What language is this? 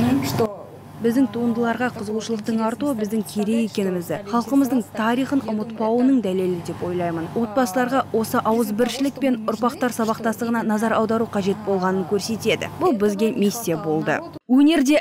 Kazakh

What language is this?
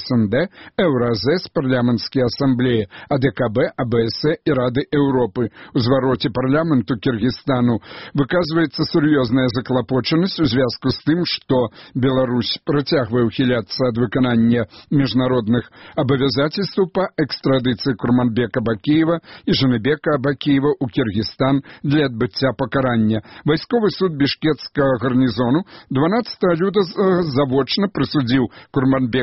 Belarusian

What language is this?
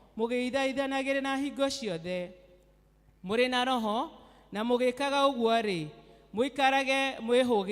Kikuyu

